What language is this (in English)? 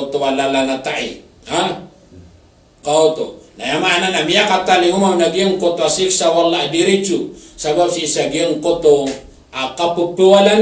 Maranao